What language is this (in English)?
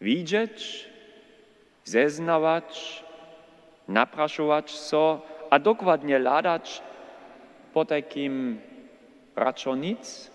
Upper Sorbian